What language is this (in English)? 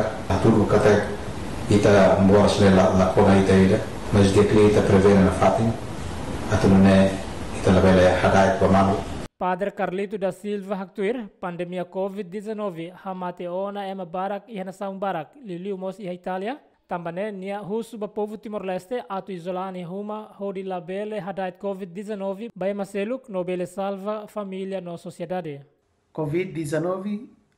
Tetum